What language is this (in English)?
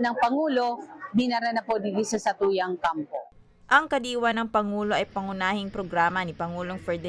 Bikol